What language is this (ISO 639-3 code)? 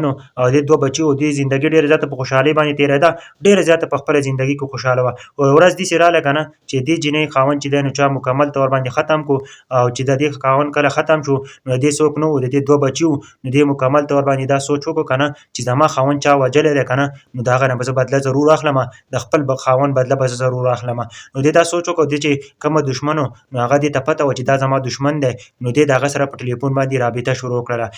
pus